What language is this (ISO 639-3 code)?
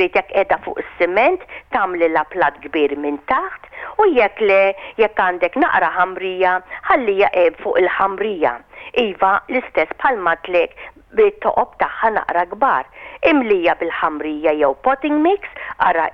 mlt